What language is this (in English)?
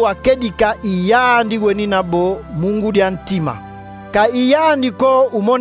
Kongo